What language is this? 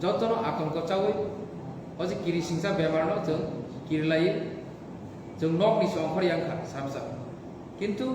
Kok Borok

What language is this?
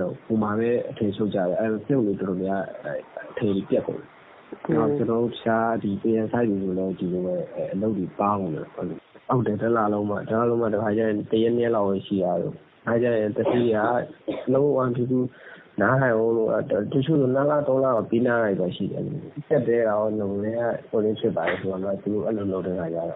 Burmese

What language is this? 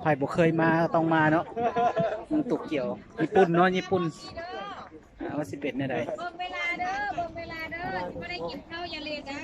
Lao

